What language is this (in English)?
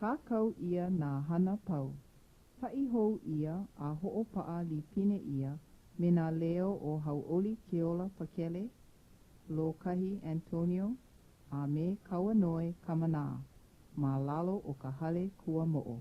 Hawaiian